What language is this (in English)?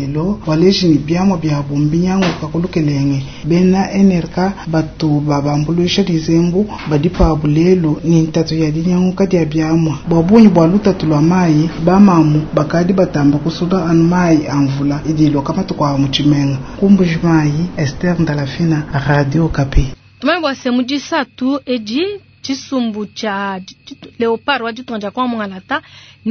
Luba-Lulua